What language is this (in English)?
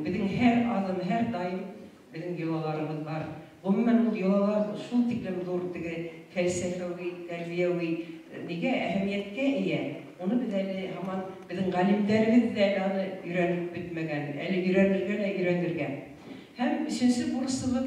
Bashkir